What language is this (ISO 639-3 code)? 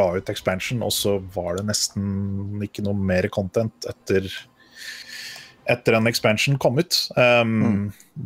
nor